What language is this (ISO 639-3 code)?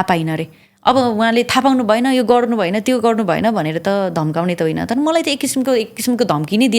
nep